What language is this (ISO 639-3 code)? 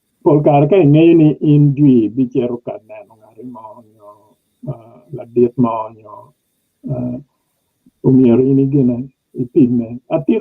ach